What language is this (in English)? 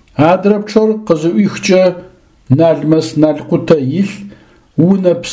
Adyghe